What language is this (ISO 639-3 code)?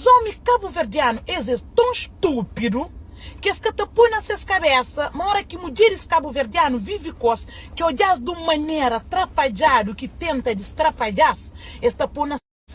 kea